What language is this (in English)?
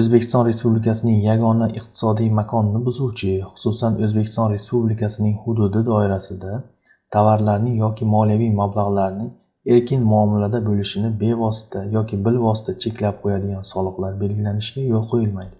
Uzbek